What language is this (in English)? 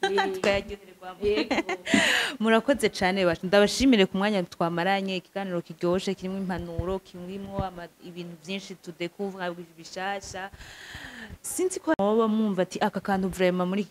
Rundi